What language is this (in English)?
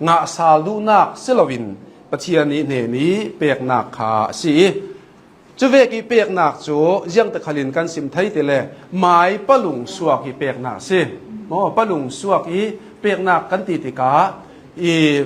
Hakha Chin